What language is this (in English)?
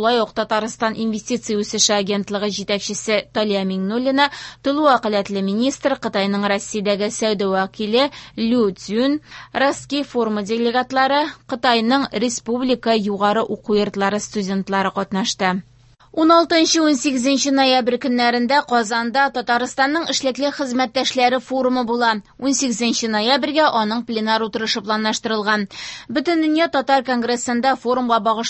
Tatar